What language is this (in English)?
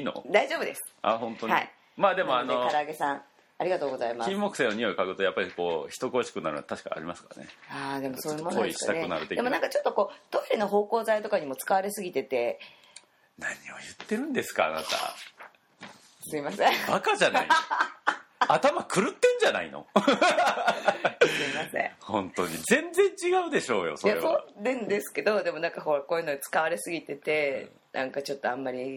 Japanese